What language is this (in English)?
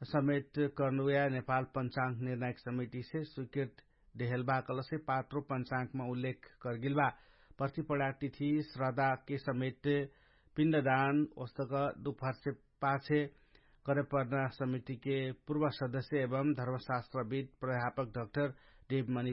Dangaura Tharu